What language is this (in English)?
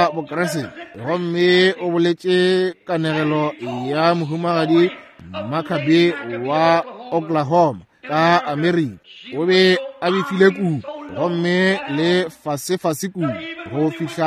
Northern Sotho